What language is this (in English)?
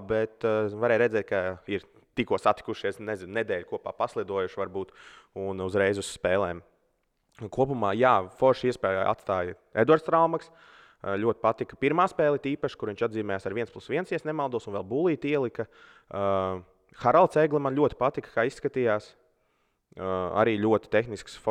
Latvian